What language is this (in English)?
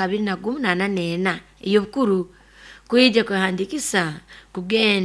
Nyoro